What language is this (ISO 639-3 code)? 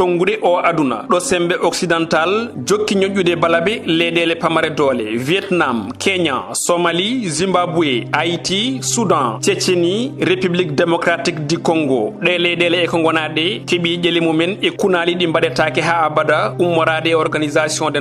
ful